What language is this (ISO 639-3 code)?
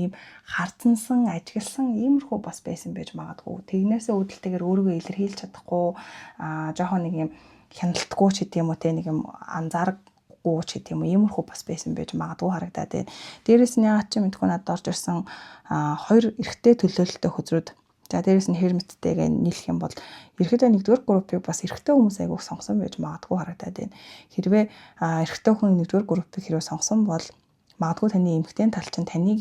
mon